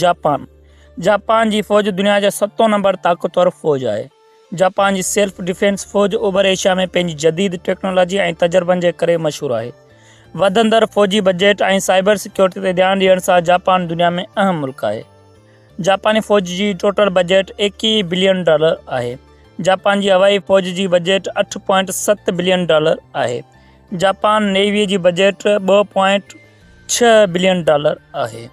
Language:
Sindhi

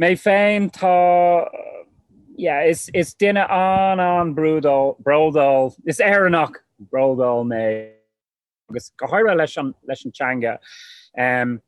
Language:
Irish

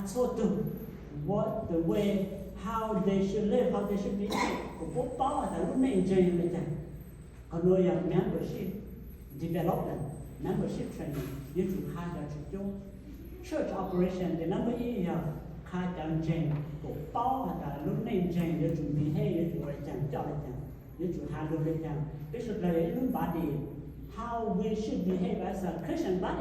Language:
Hmong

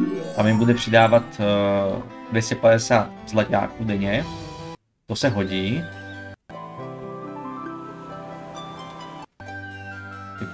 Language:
Czech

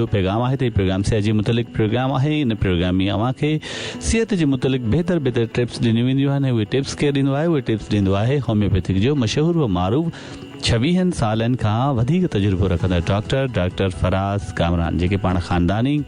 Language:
Sindhi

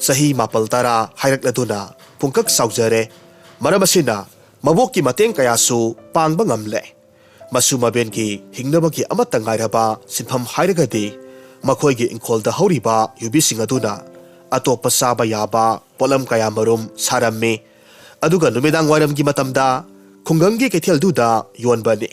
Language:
Manipuri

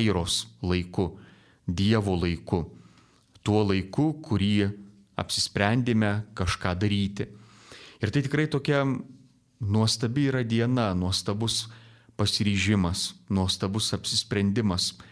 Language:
Lithuanian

